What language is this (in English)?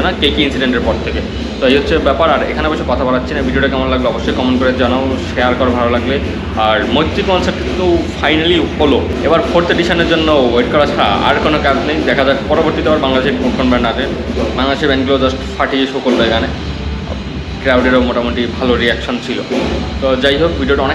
Bangla